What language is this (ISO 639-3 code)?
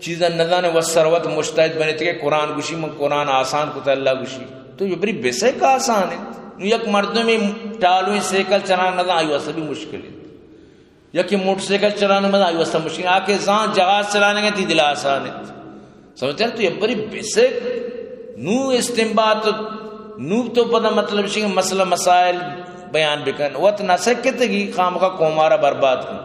bgp